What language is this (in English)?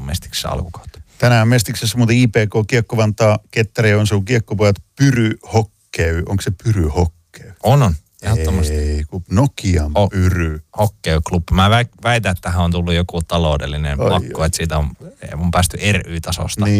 Finnish